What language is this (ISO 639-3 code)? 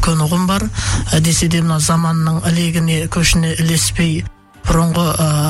kaz